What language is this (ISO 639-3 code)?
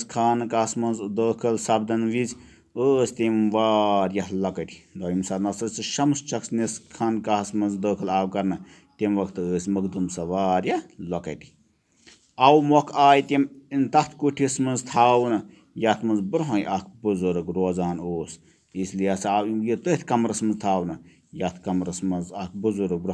kas